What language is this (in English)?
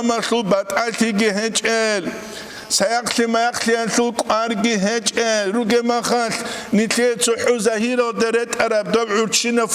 Avaric